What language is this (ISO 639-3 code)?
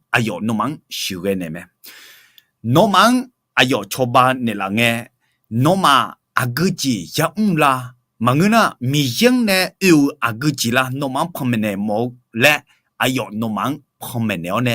ahk